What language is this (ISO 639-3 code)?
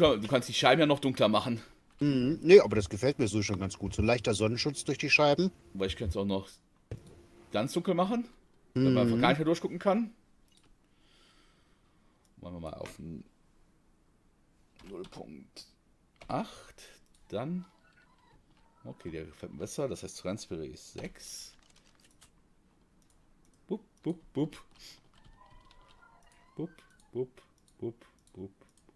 deu